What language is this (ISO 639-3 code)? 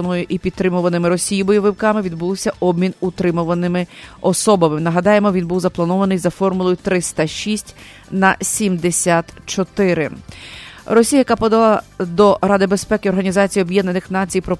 ukr